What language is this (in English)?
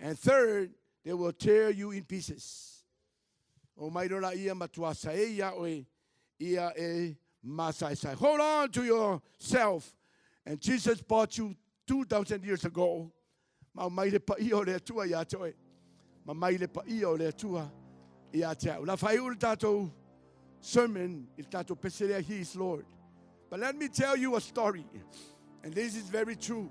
Samoan